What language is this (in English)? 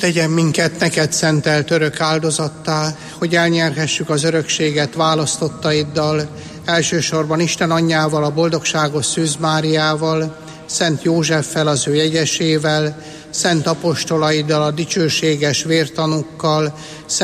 Hungarian